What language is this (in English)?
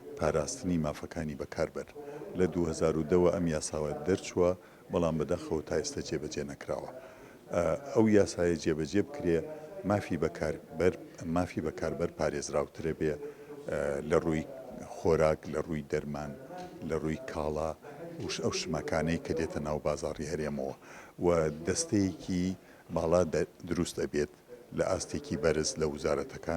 Central Kurdish